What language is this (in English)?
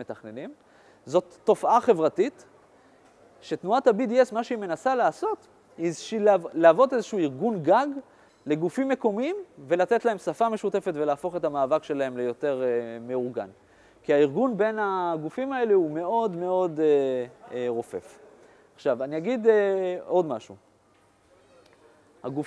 Hebrew